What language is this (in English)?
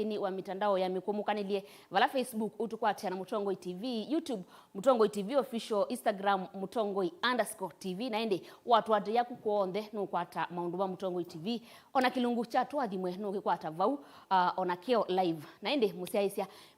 Kamba